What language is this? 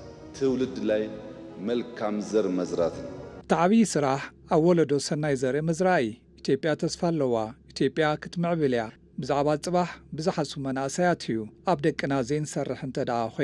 Tigrinya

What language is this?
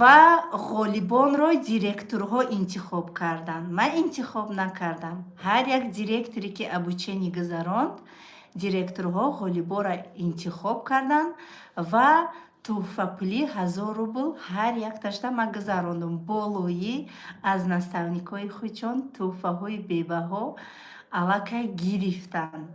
Tajik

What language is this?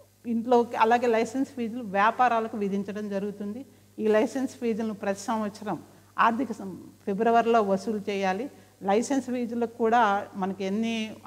Telugu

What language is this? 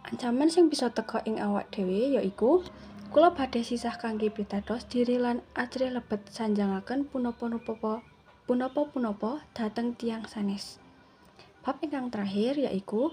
Javanese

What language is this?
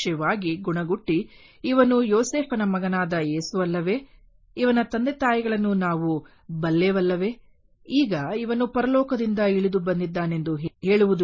Kannada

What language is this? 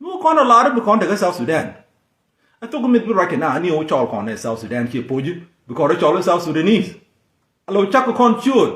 Nuer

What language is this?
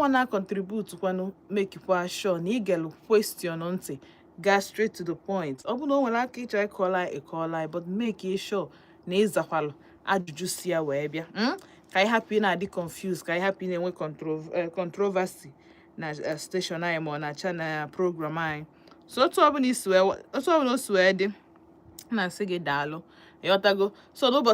Igbo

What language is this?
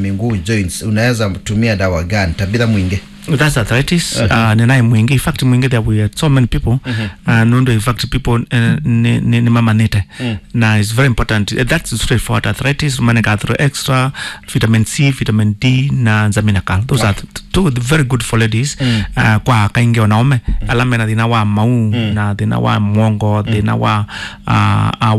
Kamba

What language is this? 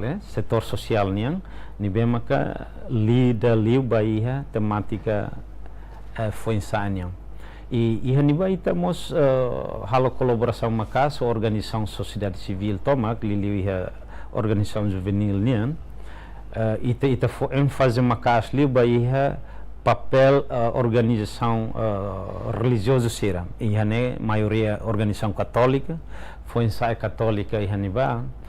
Tetum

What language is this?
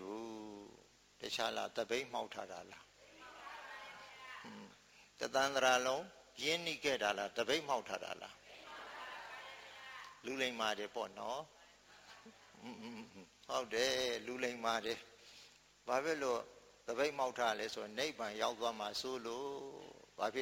Burmese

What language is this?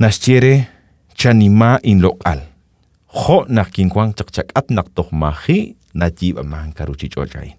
Kekchí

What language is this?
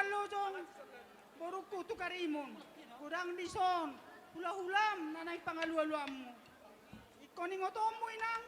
Batak Toba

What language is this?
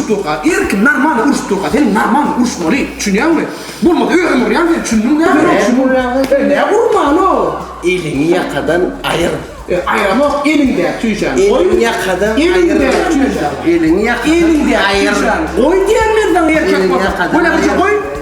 Turkmen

